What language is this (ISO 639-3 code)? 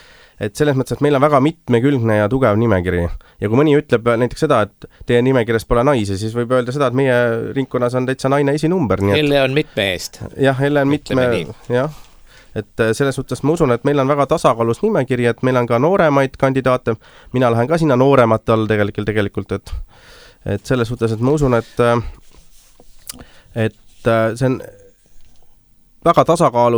est